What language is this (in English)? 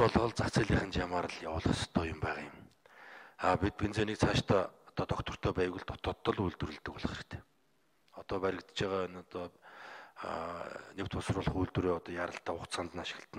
Mongolian